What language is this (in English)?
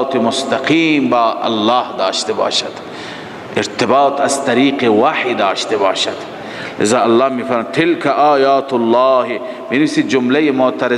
Persian